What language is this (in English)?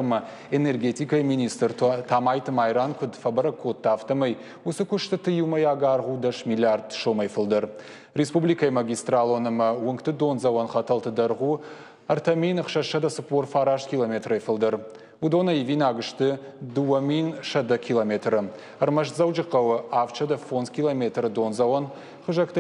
Ossetic